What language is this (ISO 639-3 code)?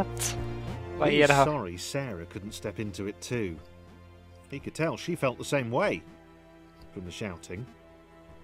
swe